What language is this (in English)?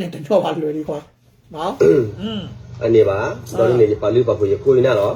S'gaw Karen